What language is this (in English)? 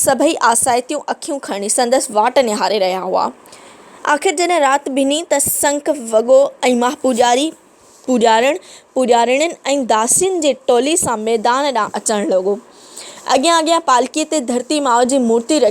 Sindhi